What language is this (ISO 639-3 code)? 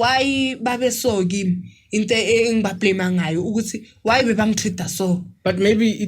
zul